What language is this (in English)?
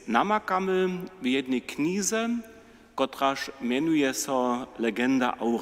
Upper Sorbian